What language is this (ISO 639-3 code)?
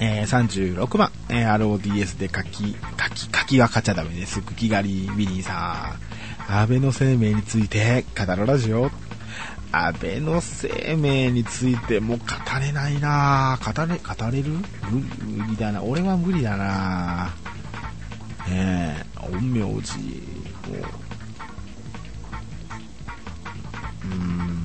jpn